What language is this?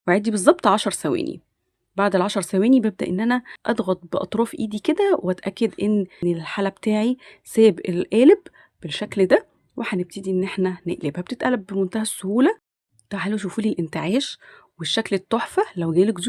Egyptian Arabic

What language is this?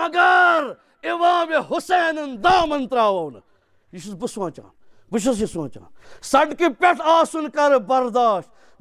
Kashmiri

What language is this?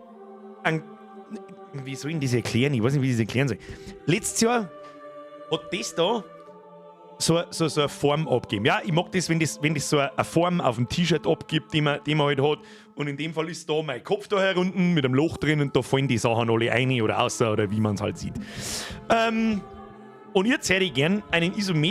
Bavarian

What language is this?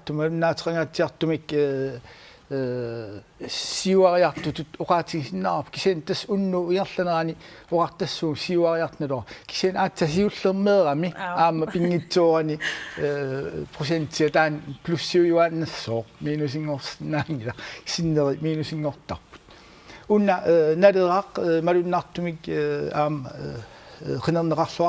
Kalaallisut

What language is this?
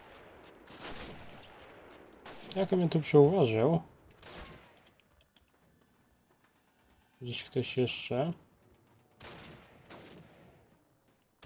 Polish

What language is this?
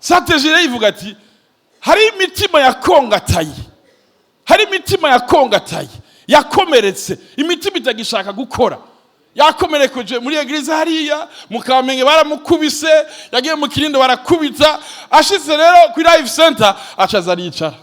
Rundi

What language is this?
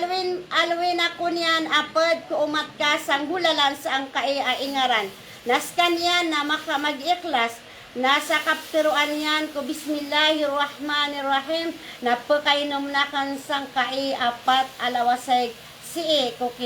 Maranao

